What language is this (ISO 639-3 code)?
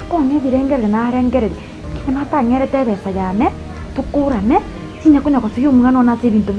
guz